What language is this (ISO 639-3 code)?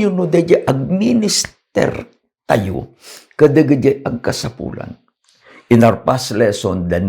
ilo